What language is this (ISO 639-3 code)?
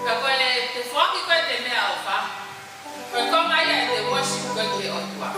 ton